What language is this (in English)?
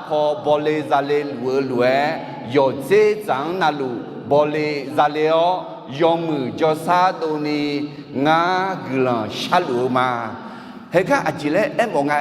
Akha